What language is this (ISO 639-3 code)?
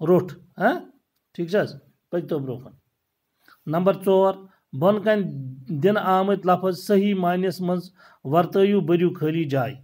kas